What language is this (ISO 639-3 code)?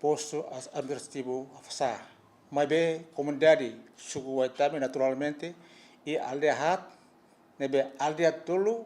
tet